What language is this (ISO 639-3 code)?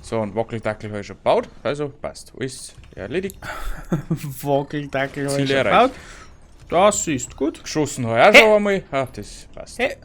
bar